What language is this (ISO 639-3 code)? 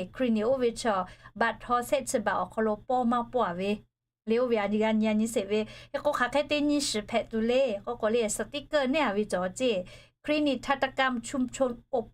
lhu